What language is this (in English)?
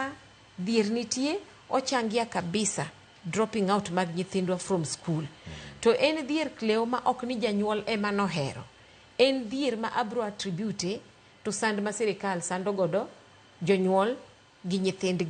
Luo (Kenya and Tanzania)